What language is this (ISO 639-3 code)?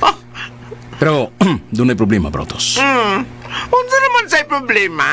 ceb